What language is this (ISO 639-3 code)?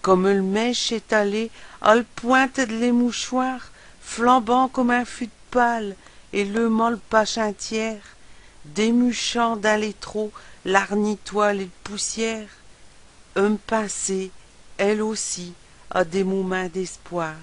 pcd